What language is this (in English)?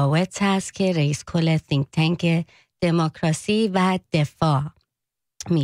Persian